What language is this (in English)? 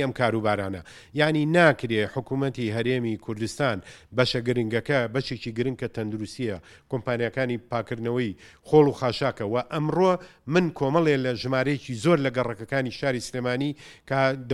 Central Kurdish